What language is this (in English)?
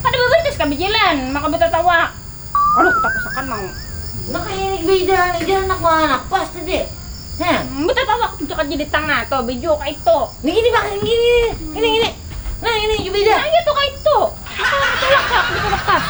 Banjar